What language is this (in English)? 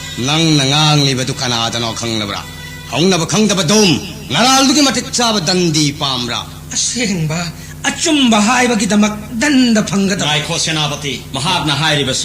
Manipuri